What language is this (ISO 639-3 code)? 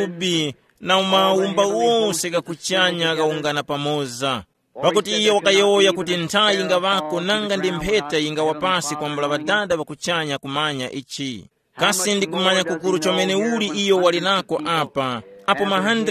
tum